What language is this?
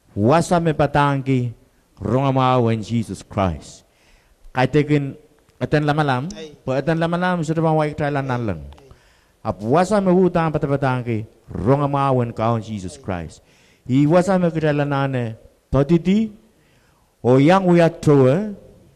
Pohnpeian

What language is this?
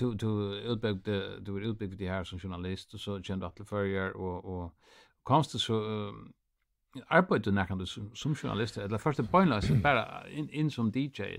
Faroese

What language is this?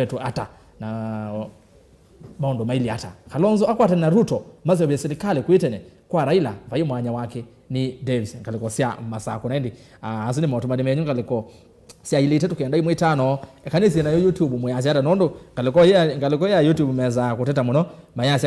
Kamba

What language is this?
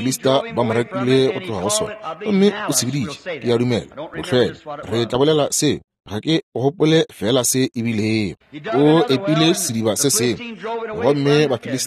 Northern Sotho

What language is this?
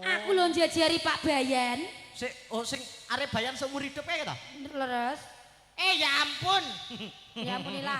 Javanese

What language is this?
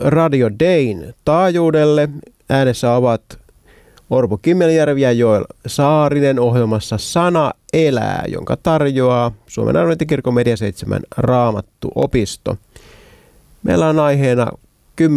Finnish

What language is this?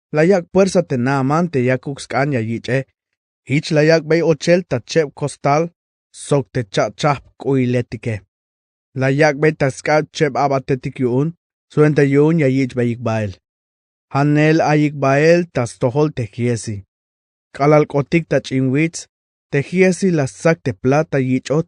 Tzeltal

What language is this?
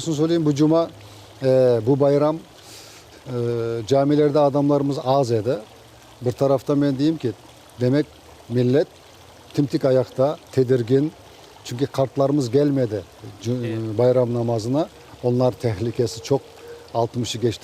Crimean Tatar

